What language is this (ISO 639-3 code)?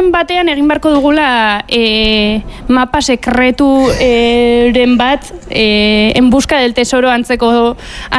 eus